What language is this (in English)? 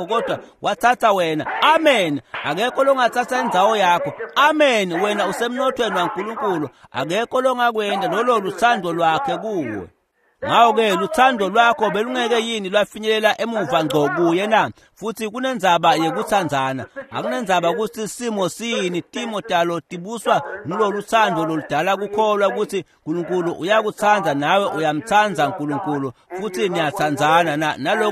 Swati